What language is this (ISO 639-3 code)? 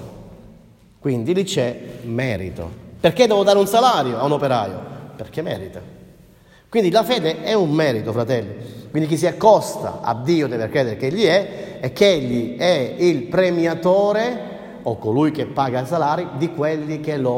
ita